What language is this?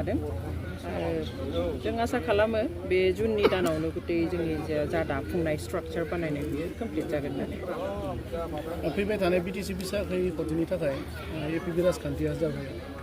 Bodo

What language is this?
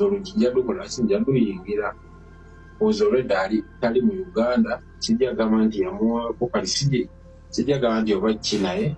Ganda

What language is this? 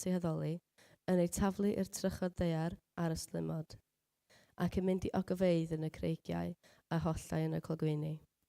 Welsh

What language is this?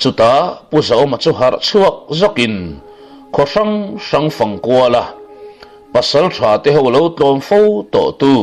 Mizo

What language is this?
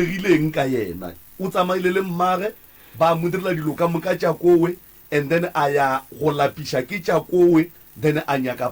Northern Sotho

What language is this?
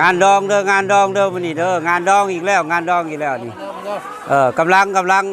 Lao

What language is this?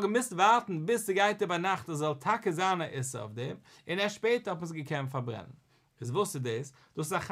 Yiddish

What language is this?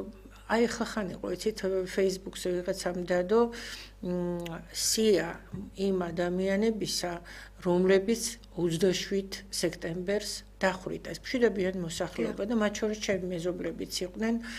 Georgian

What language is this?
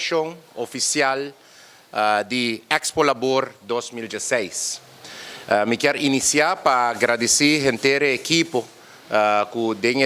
Papiamento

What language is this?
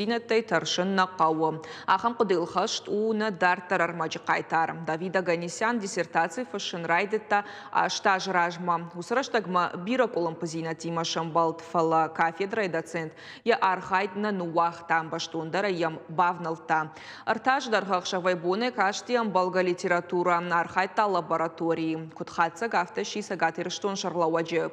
Ossetic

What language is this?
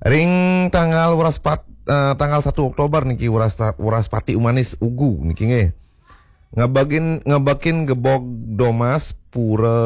Balinese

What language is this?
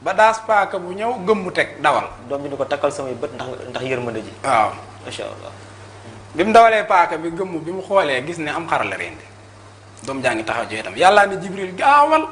Wolof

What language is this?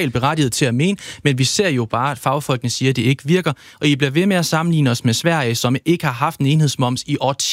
Danish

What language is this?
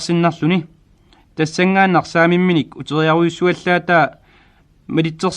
Kalaallisut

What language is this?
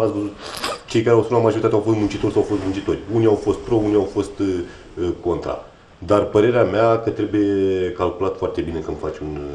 Romanian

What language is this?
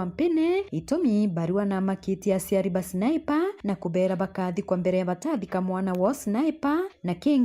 Meru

